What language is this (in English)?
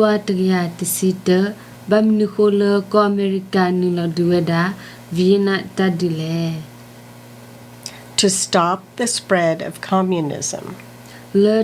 S'gaw Karen